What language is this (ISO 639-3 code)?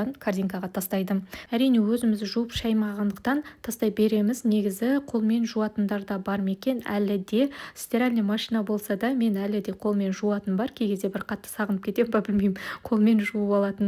kaz